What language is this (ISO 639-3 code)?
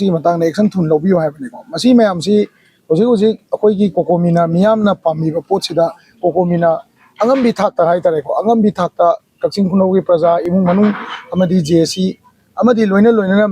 mni